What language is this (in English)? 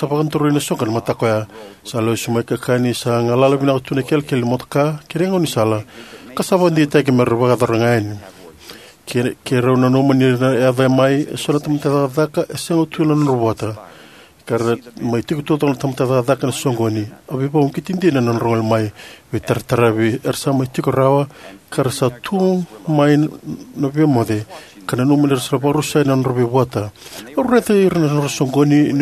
Fijian